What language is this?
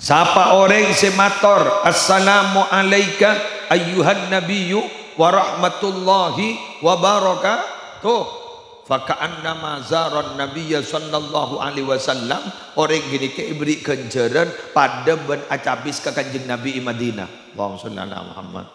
Madurese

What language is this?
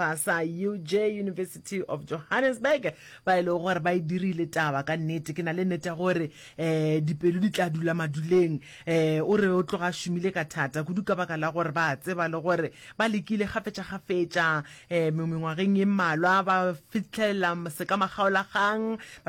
Northern Sotho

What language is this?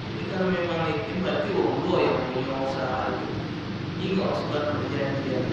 Musi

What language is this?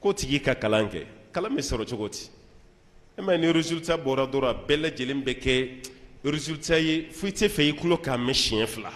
Bambara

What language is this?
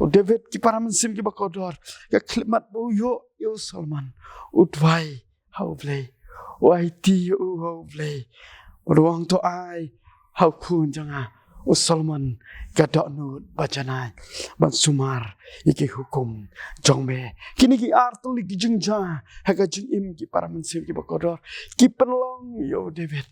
Khasi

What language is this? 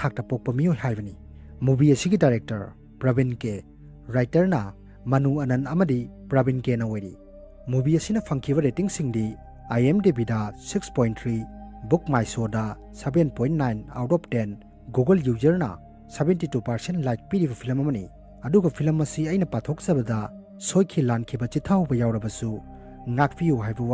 Manipuri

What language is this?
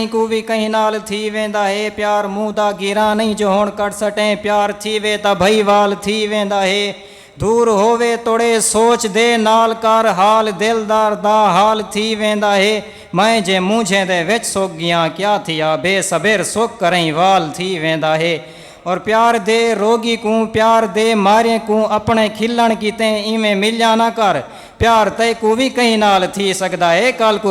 Saraiki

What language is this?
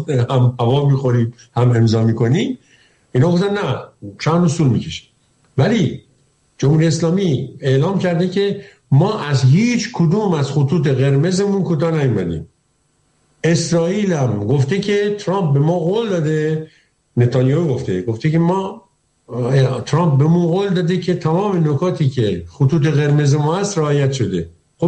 Persian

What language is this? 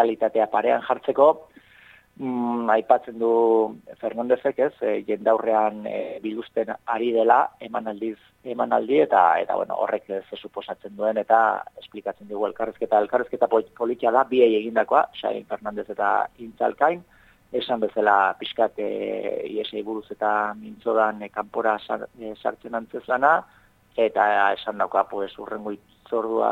Basque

